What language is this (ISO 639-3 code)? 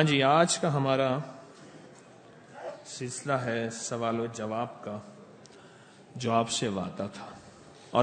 urd